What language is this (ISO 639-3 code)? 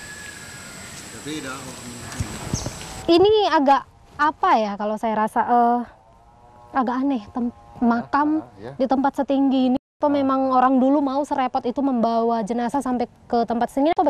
ind